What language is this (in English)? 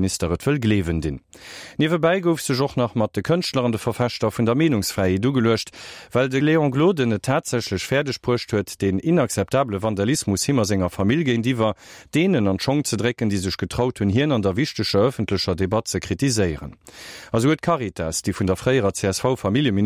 Luxembourgish